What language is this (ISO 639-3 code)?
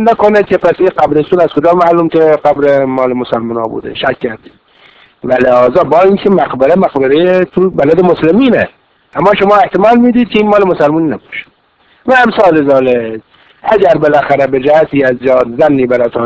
fas